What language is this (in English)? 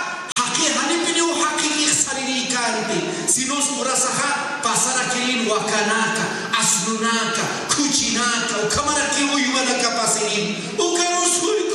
Aymara